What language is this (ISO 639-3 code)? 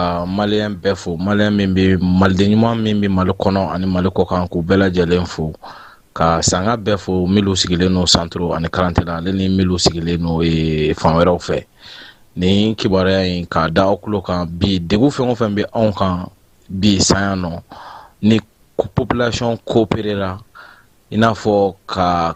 bam